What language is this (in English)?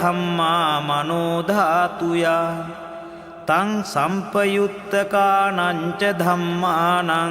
Pali